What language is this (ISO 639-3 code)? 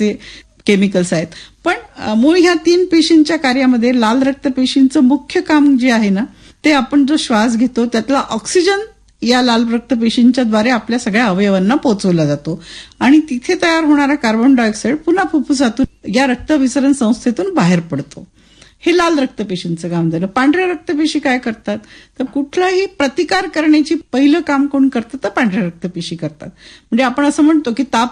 mar